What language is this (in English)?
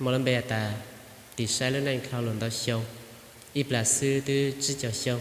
Hmong